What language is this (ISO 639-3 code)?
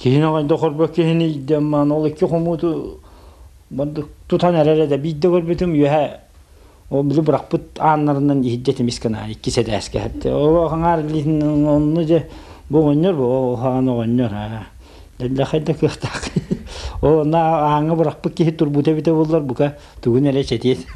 sah